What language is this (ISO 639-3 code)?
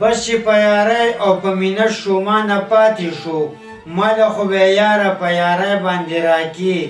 pus